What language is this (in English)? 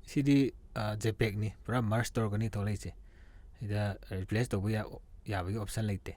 Manipuri